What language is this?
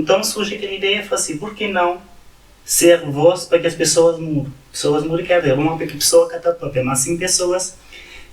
Kabuverdianu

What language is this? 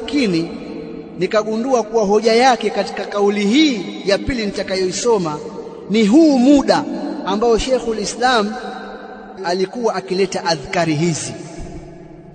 Swahili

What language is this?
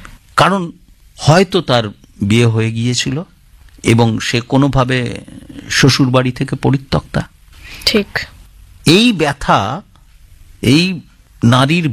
Bangla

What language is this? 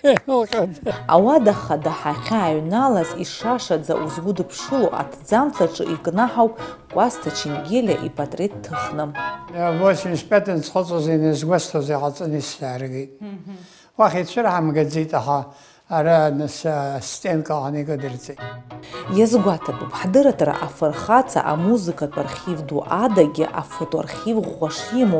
Abkhazian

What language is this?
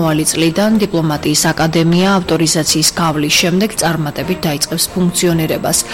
Georgian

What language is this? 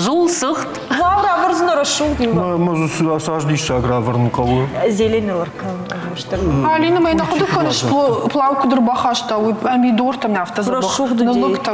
Ossetic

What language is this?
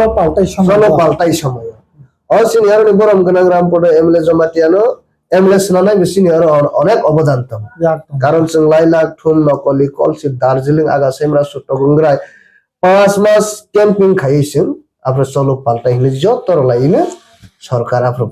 Kok Borok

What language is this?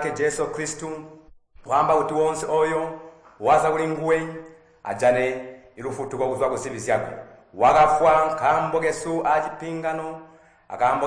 Tonga (Zambia)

